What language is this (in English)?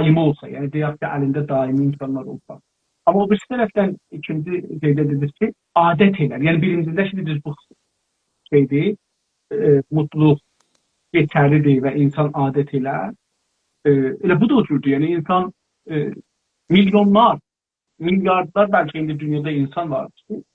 South Azerbaijani